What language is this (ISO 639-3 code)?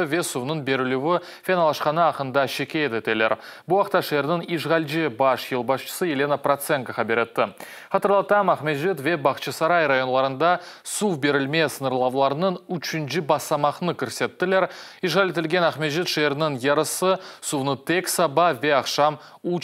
crh